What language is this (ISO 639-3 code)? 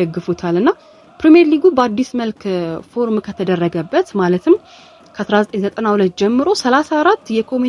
amh